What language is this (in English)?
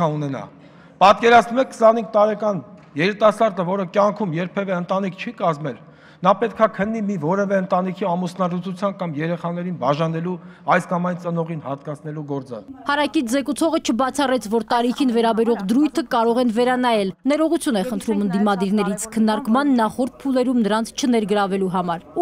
Armenian